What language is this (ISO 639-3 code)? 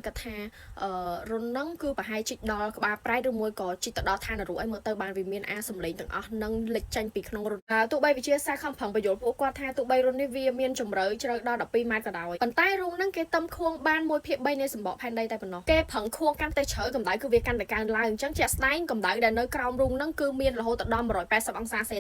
khm